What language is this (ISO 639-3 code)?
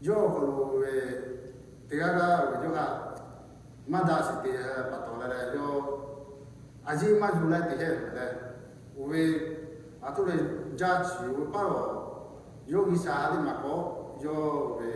lhu